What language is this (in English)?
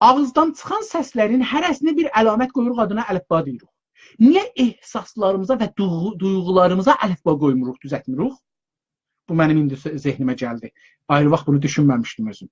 South Azerbaijani